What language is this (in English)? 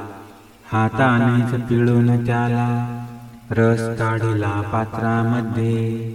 Marathi